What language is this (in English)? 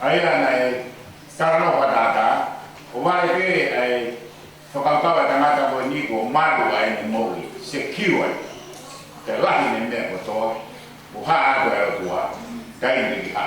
Tongan